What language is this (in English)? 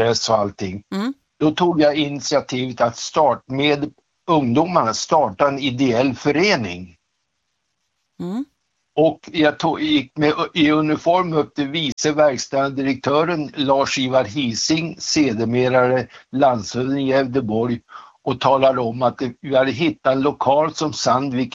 Swedish